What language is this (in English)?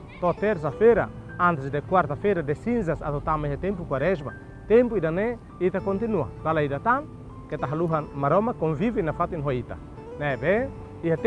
Tetum